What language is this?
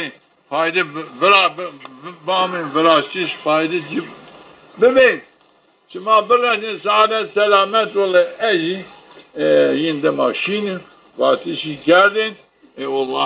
Zaza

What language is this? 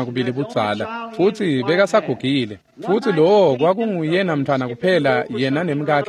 Swati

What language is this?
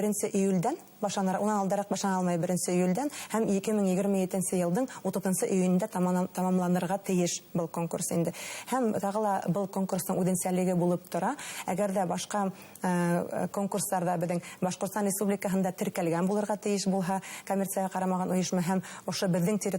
Bashkir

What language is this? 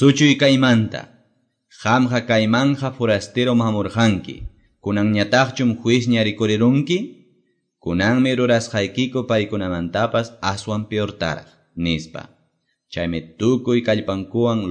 Quechua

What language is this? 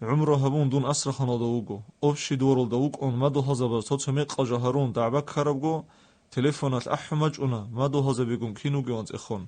Avaric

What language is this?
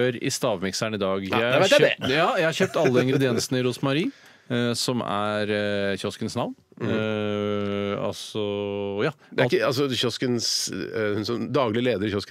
Norwegian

